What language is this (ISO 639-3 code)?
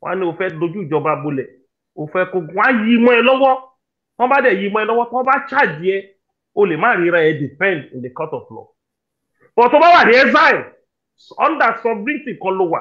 yor